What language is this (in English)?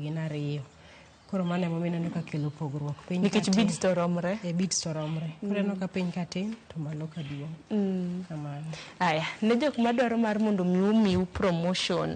Luo (Kenya and Tanzania)